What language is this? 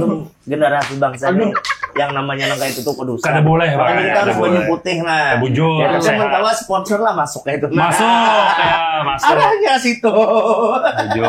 Banjar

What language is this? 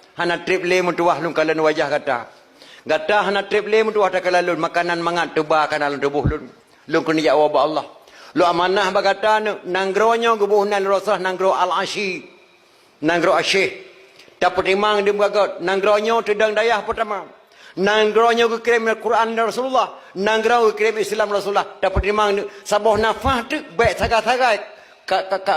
Achinese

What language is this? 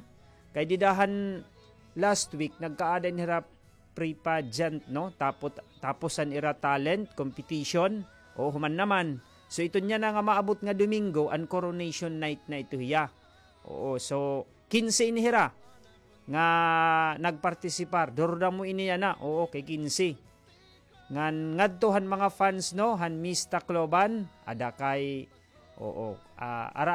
Waray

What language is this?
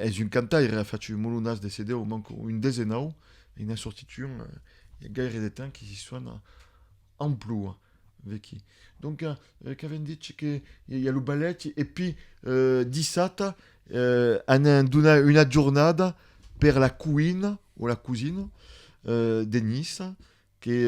Occitan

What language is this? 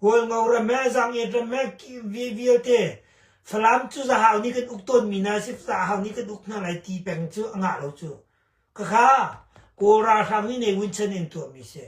Hakha Chin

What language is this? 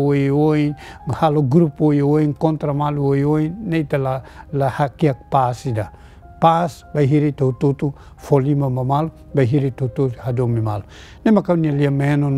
Tetum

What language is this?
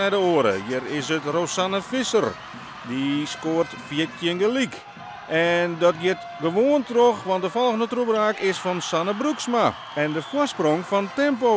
Western Frisian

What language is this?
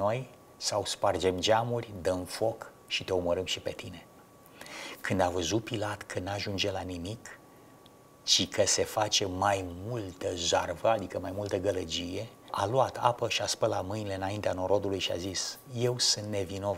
Romanian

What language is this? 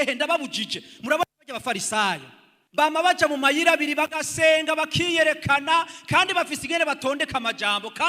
Rundi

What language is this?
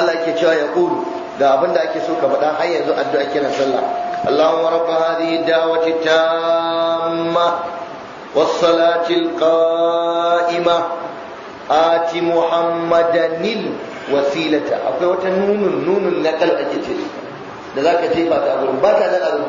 Hausa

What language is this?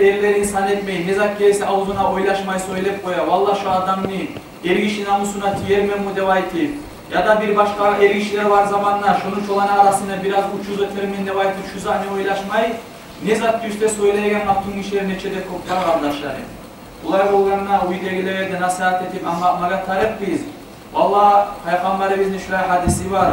Kumyk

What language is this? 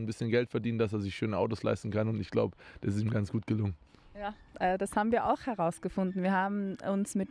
German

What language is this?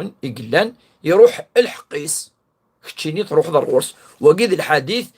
Kabyle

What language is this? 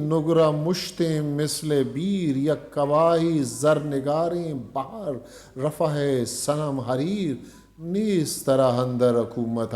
Eastern Balochi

